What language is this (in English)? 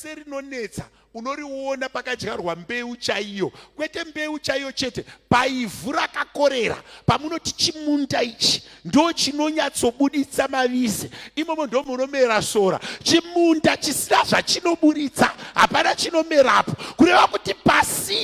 Shona